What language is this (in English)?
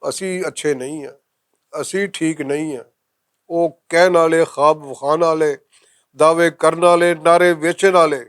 Western Panjabi